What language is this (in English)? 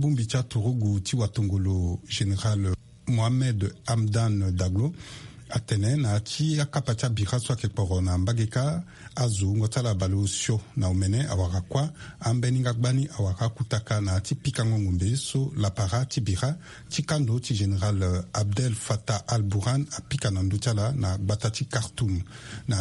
Sango